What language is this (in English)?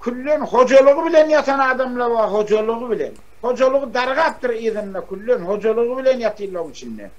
Turkmen